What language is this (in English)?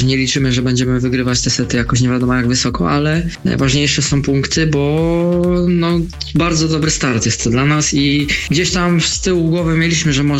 Polish